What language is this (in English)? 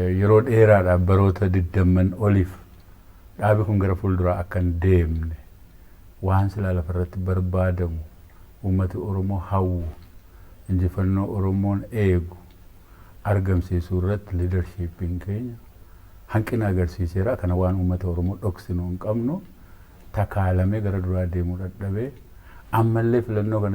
Oromo